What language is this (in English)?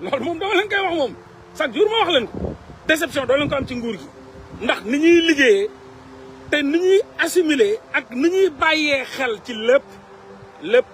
Wolof